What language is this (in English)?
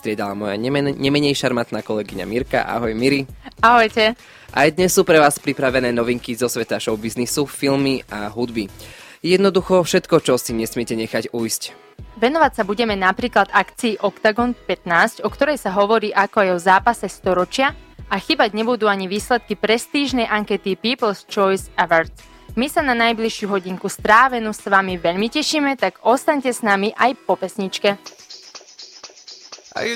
Slovak